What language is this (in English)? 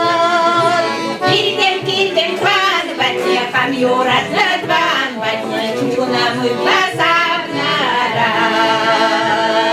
Chuvash